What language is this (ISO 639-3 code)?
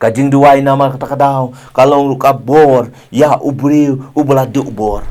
kha